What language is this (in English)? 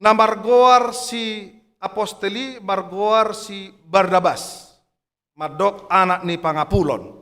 Batak Toba